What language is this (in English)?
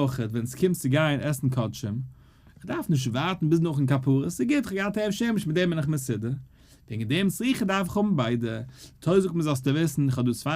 Yiddish